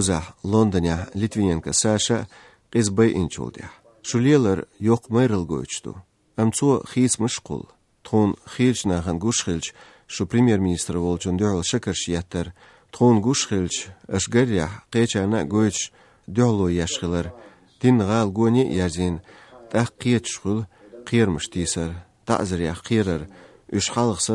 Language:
Chechen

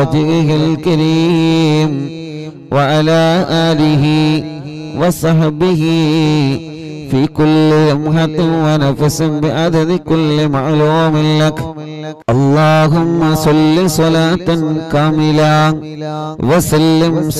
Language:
Malayalam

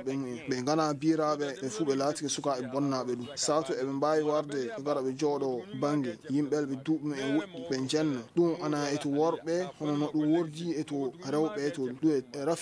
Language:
Fula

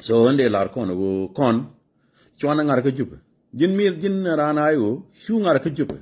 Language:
Nuer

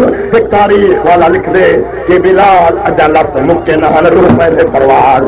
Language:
Saraiki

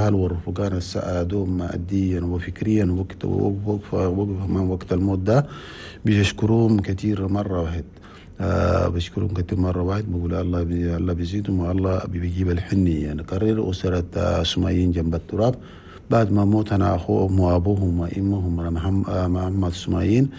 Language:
Chadian Arabic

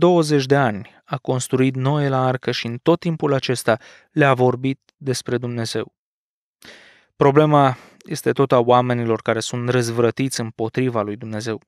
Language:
Romanian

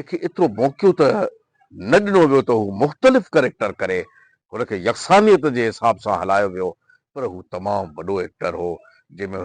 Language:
Sindhi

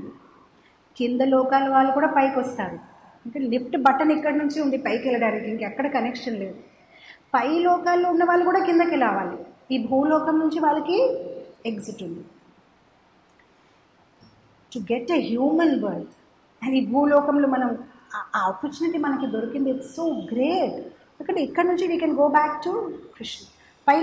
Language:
Telugu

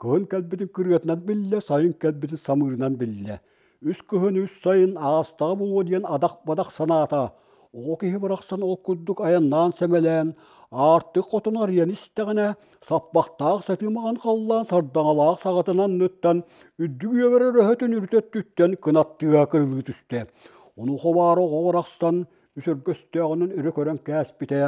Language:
Yakut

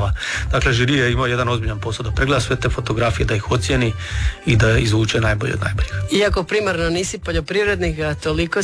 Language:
Croatian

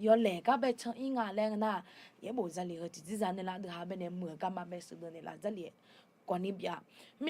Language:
Akha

